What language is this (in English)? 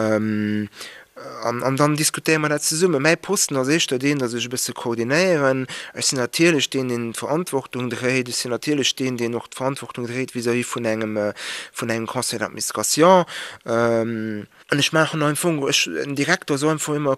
Luxembourgish